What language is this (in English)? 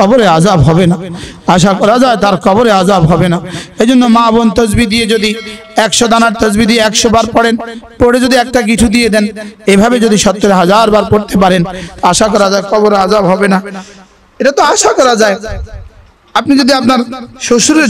Bangla